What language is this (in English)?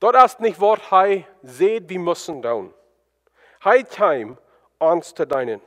Plautdietsch